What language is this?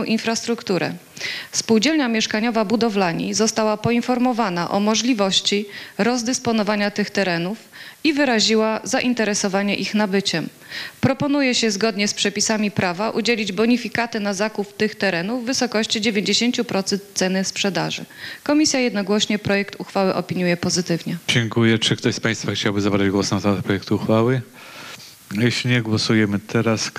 Polish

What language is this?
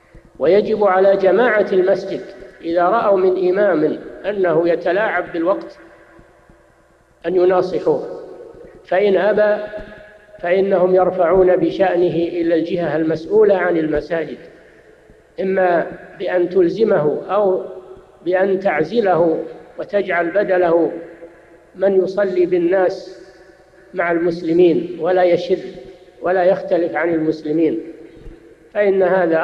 Arabic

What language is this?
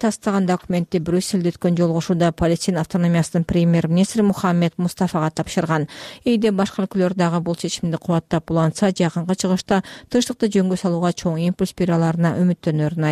Kyrgyz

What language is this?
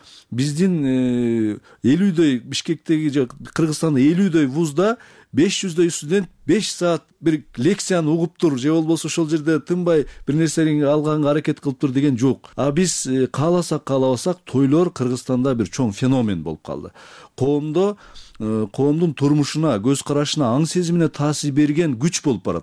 Kyrgyz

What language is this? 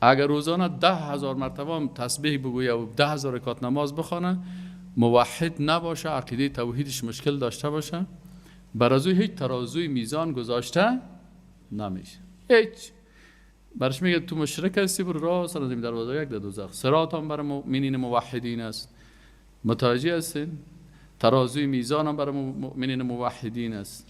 Persian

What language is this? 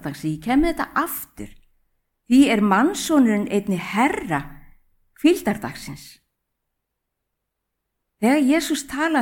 Icelandic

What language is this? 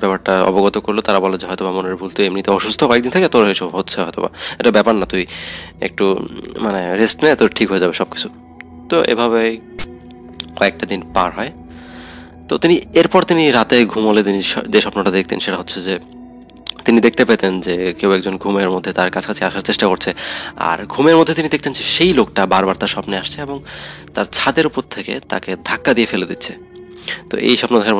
Bangla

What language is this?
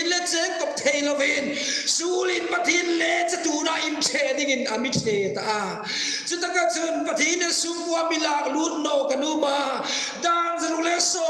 Hmar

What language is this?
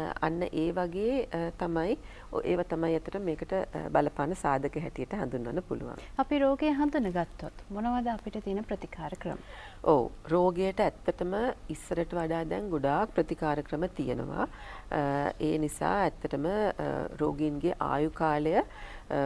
Sinhala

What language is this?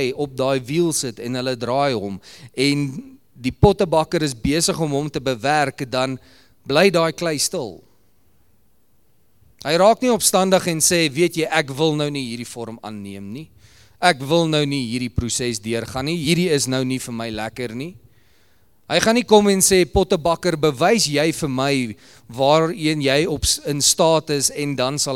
Afrikaans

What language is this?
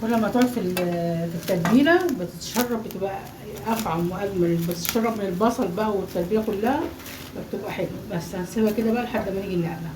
Egyptian Arabic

